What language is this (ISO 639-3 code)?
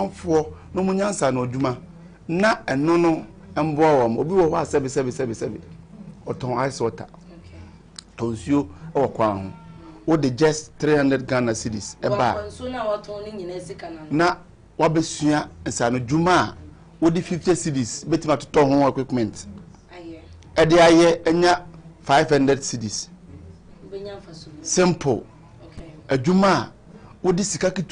aka